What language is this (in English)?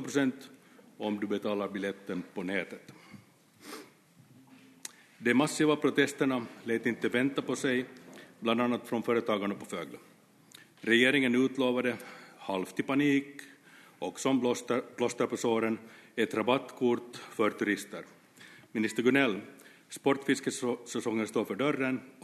Swedish